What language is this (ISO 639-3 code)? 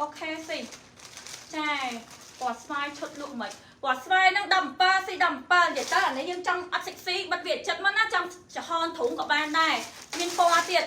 khm